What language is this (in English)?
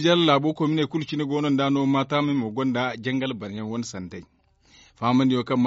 Zarma